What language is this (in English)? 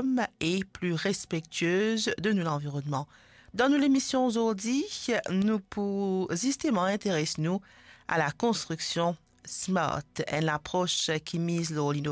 Morisyen